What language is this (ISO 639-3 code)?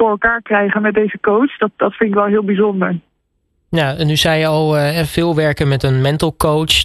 nld